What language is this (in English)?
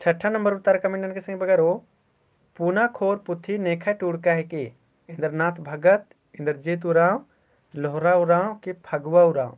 Kurukh